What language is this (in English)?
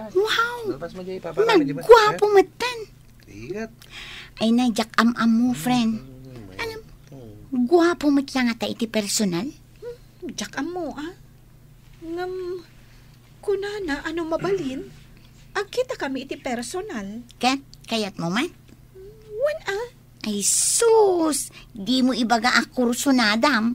Iloko